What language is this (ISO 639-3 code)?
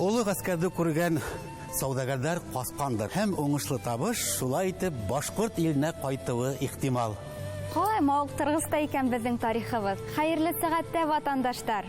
bak